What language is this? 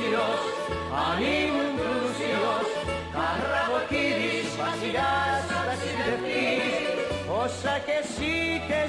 Greek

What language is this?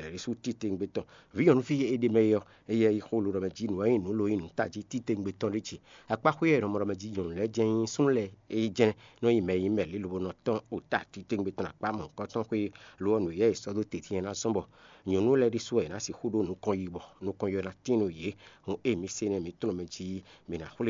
Fon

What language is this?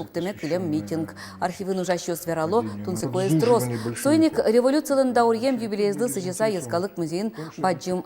Udmurt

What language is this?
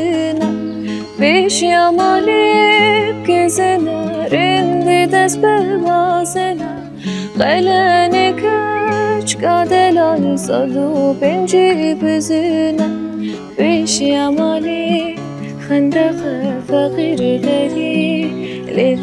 Kurdish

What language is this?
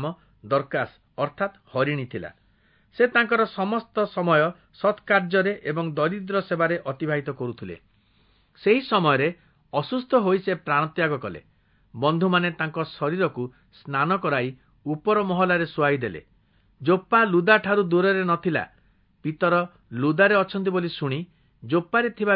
Odia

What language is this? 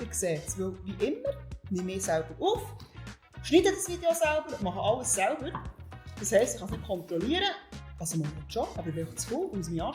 Swiss German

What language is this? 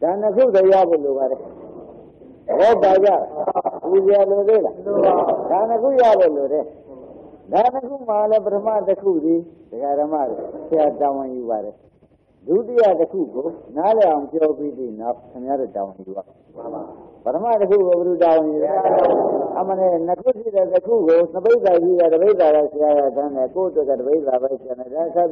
Burmese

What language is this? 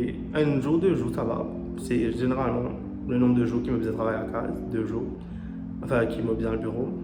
Morisyen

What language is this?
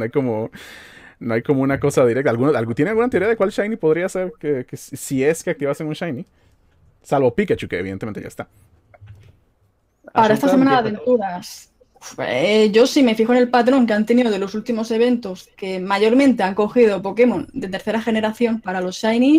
Spanish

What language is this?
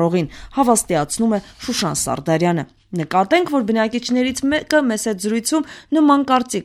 Armenian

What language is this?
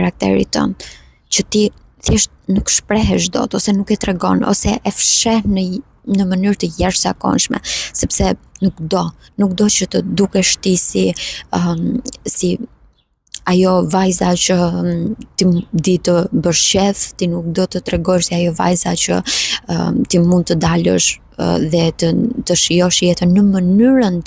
Albanian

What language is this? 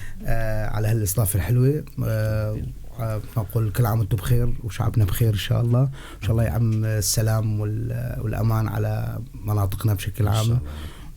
North Levantine Arabic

